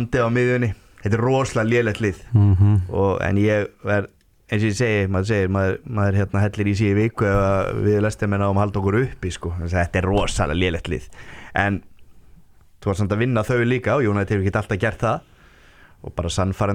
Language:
Icelandic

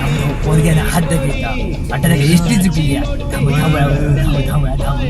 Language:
Konkani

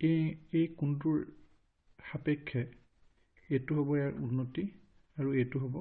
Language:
Assamese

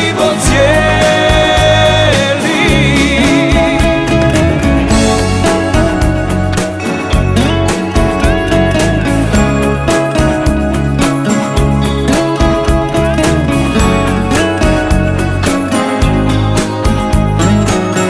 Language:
Croatian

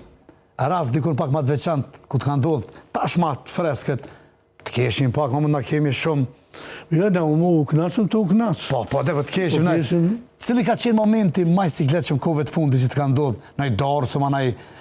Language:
Albanian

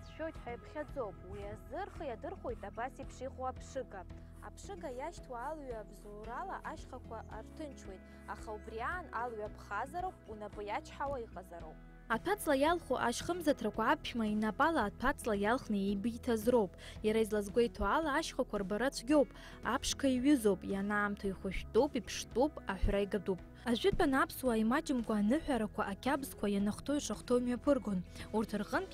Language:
Abkhazian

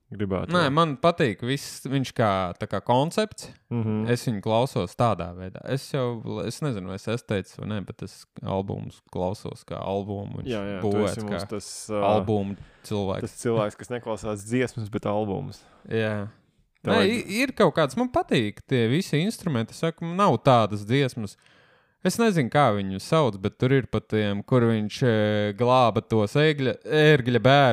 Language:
Latvian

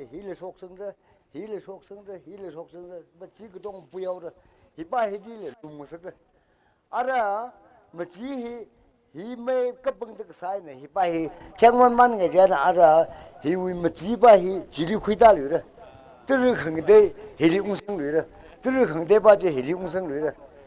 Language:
Tangkhul Naga (India)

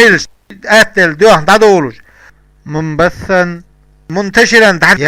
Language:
Chechen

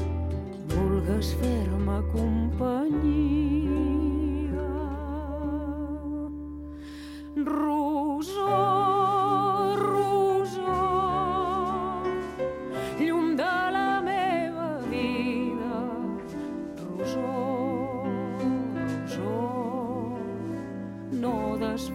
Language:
Catalan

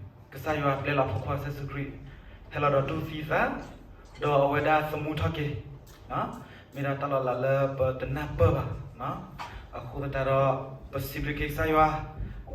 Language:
S'gaw Karen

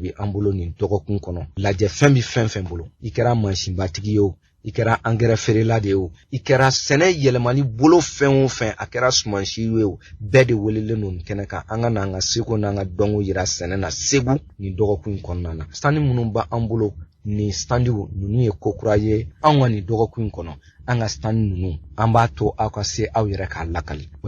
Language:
Bambara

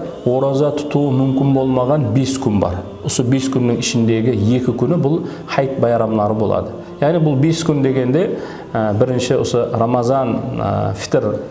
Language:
Kara-Kalpak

